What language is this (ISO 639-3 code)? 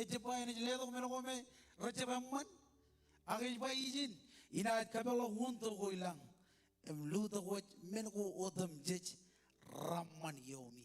mah